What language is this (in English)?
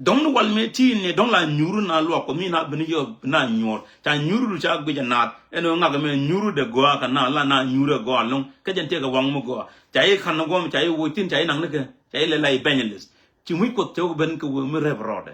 Nuer